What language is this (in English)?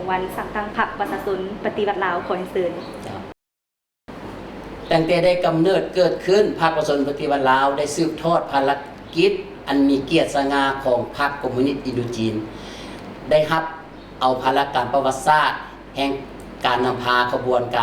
Lao